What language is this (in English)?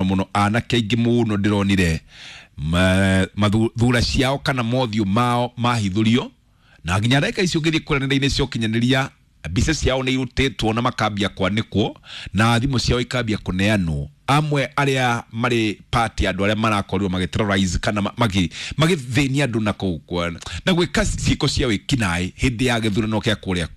Kikuyu